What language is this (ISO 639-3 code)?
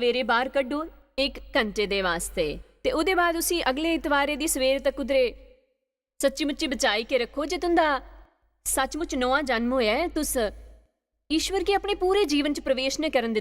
doi